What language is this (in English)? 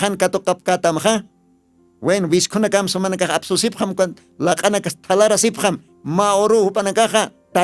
Aymara